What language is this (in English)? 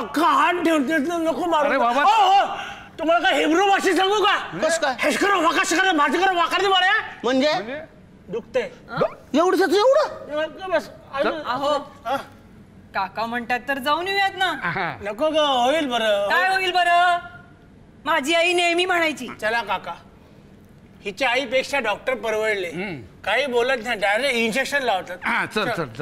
Marathi